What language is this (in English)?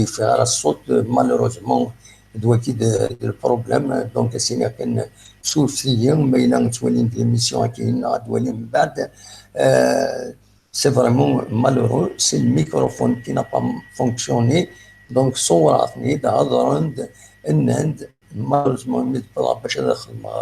Kabyle